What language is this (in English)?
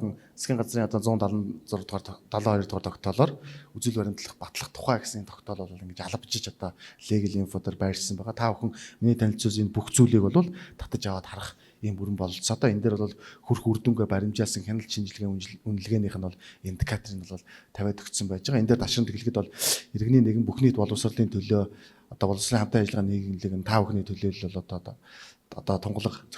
Mongolian